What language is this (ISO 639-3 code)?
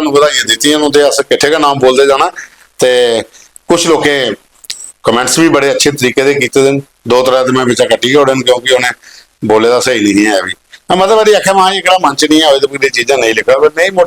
doi